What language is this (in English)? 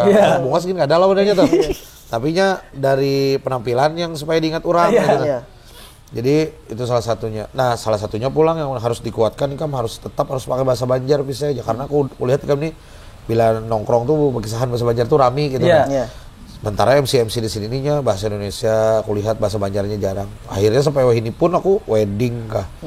Banjar